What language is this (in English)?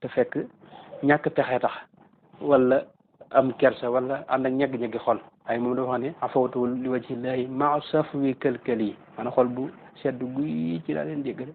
Wolof